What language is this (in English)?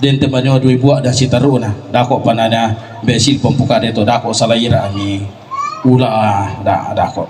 Toraja-Sa'dan